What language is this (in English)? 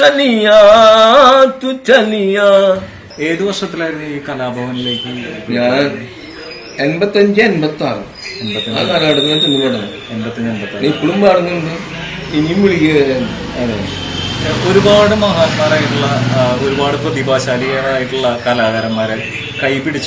Malayalam